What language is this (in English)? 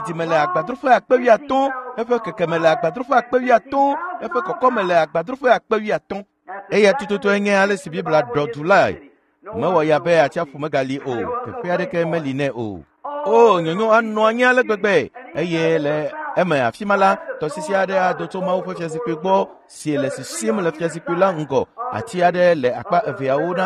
Ewe